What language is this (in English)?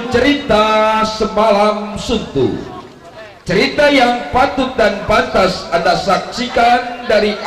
Betawi